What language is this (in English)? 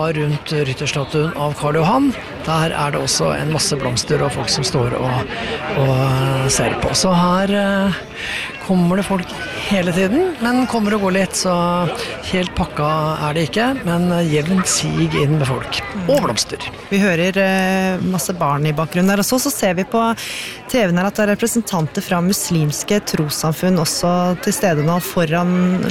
Norwegian